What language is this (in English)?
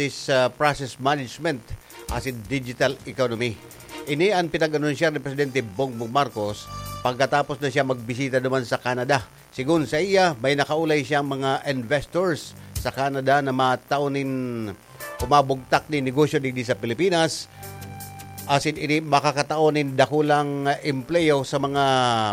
Bikol